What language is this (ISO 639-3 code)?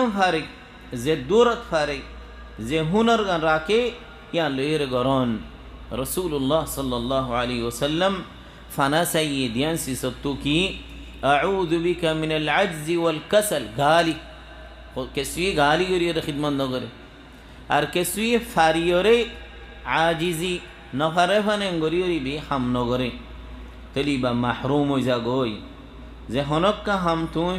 rhg